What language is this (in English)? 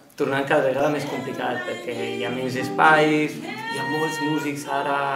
Catalan